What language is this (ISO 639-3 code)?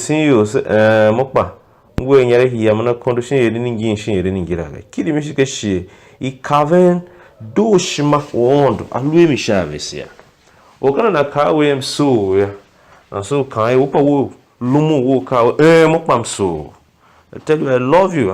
tiv